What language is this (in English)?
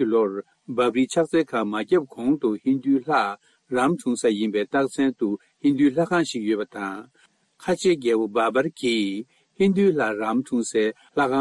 Tibetan